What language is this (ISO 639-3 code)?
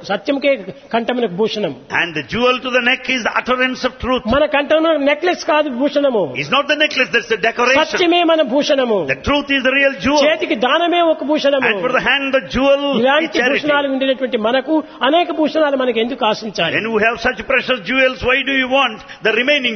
tel